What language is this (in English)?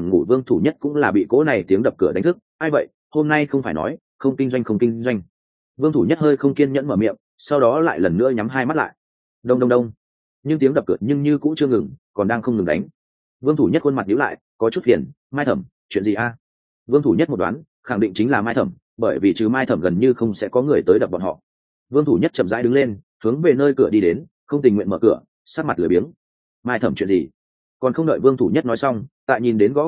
Vietnamese